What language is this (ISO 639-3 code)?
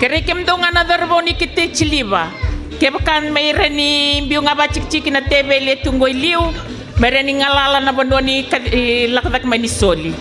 fij